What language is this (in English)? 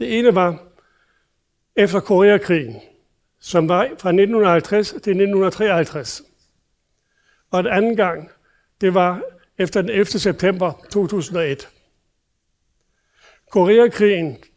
Danish